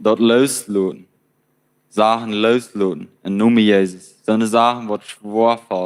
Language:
Plautdietsch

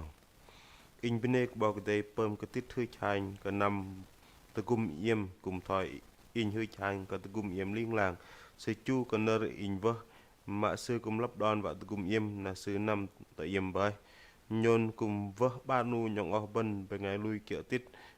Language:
Bahnar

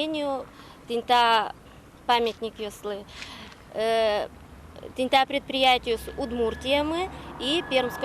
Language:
Udmurt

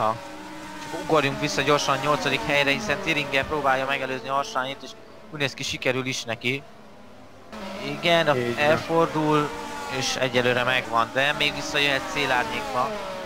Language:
Hungarian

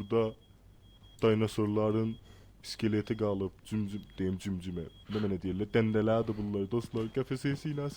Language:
South Azerbaijani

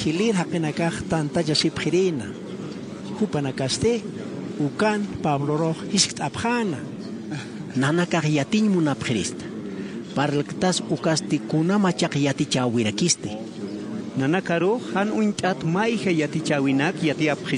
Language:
Aymara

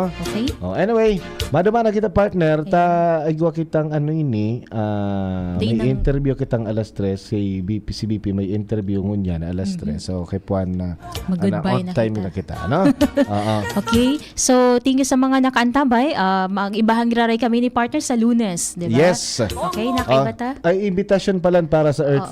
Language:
Bikol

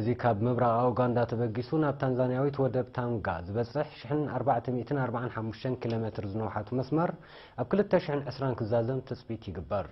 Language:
Tigrinya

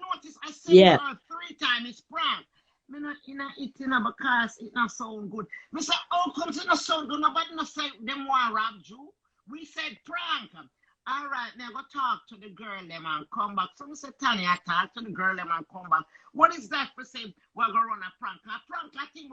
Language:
Jamaican Creole English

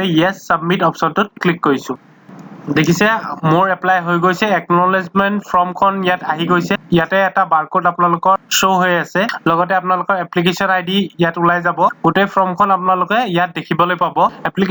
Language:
Assamese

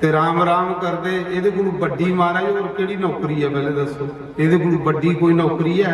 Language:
Dogri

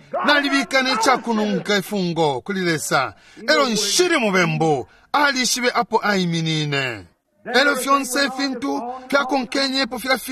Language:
Bemba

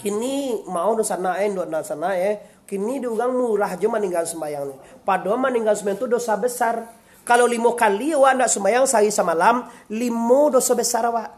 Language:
Minangkabau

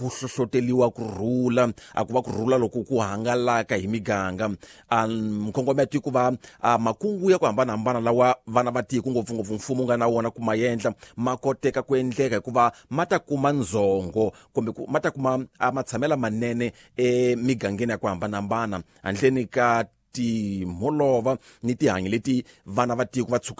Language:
Tsonga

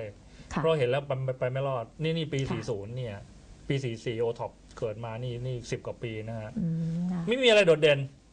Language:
Thai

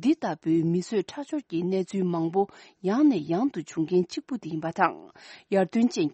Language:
Tibetan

